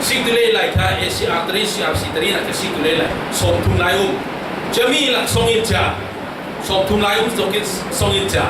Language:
Falam Chin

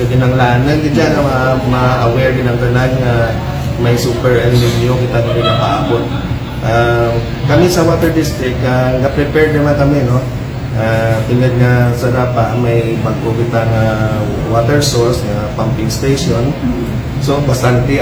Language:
Kinaray-a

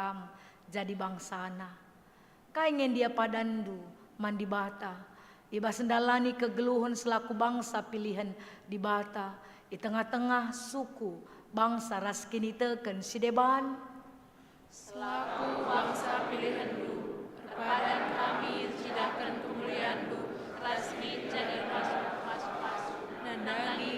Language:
Batak Karo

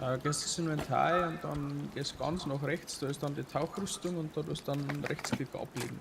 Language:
Bavarian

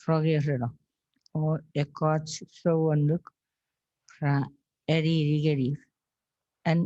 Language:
Chuukese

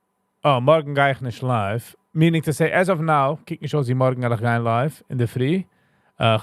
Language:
Yiddish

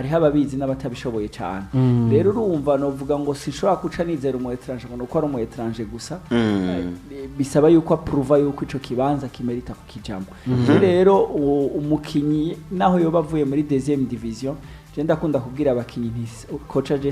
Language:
Rundi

